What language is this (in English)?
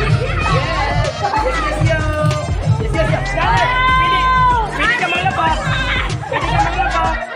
Cebuano